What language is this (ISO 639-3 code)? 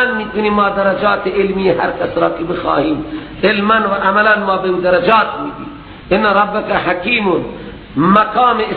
fas